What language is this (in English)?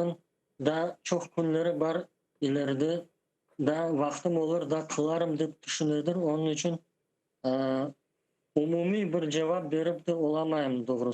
Crimean Tatar